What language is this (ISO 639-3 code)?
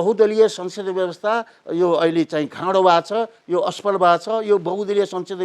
nep